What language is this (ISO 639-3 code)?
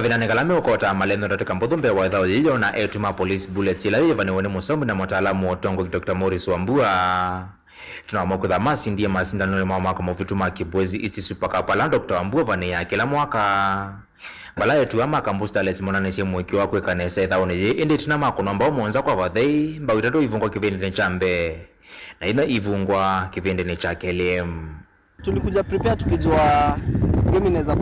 kam